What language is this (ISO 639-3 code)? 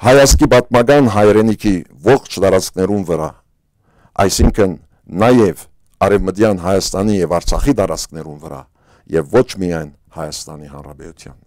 hyw